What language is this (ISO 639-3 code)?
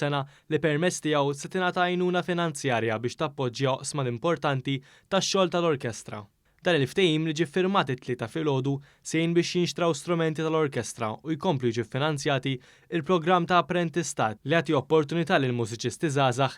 mlt